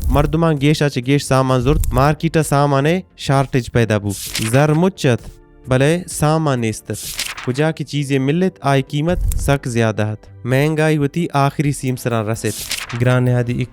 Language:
Baluchi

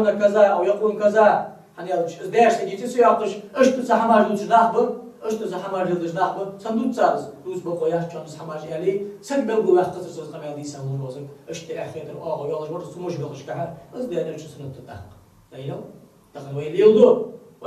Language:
Ingush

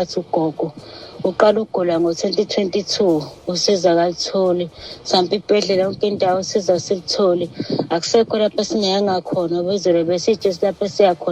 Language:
Zulu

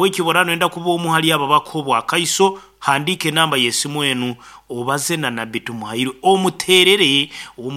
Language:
Nyankole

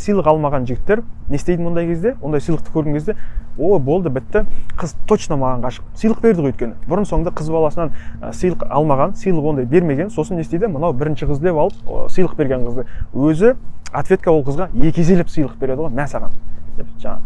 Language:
Kazakh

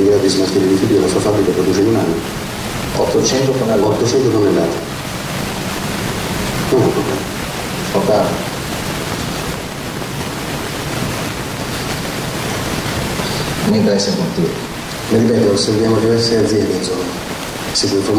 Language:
Italian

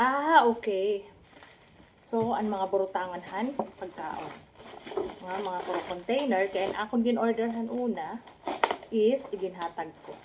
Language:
Waray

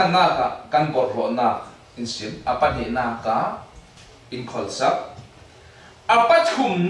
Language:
Falam Chin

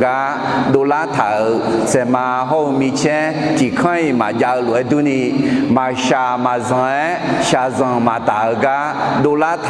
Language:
Akha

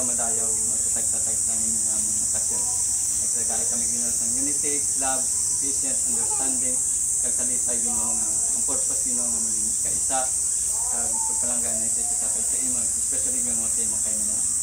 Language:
Hiligaynon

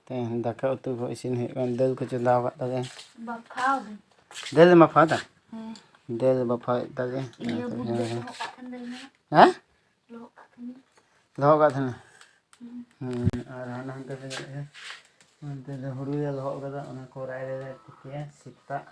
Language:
Santali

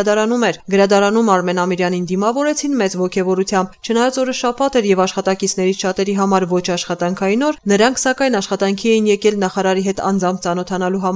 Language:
Armenian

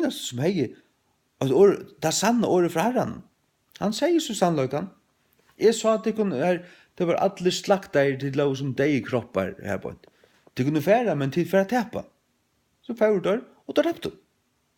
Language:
Faroese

